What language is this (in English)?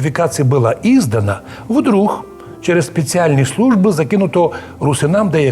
Rusyn